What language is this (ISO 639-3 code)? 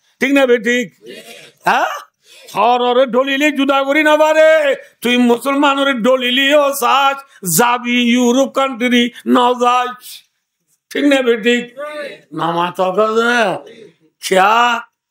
rhg